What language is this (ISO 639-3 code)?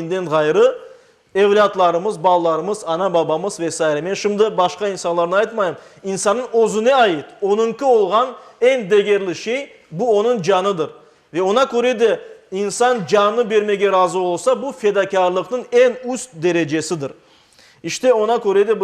crh